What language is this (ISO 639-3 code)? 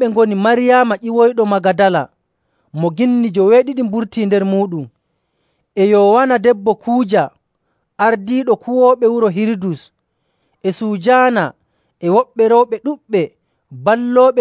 fuv